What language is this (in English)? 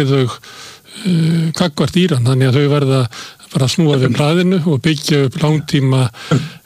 Icelandic